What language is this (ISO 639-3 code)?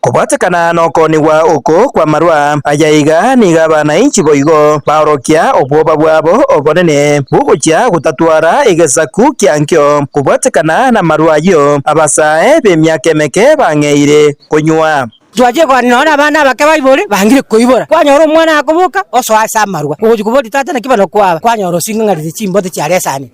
guz